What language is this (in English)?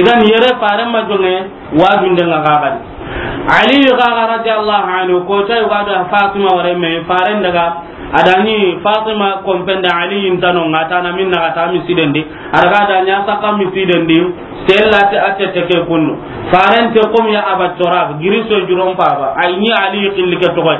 Soninke